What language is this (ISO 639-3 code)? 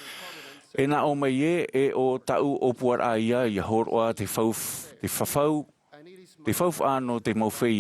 tah